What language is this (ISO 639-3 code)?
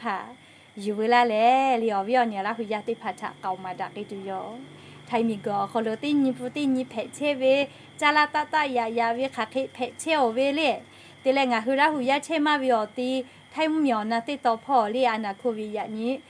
lhu